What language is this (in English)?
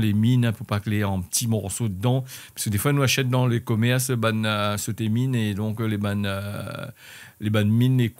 Réunion Creole French